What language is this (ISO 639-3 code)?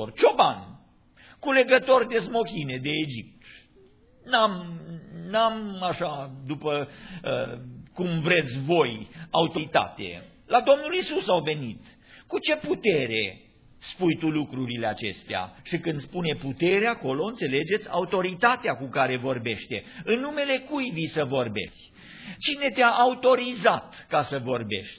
ron